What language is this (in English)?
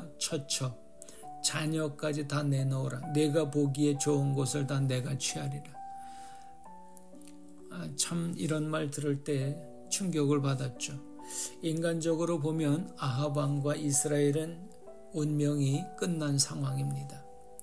Korean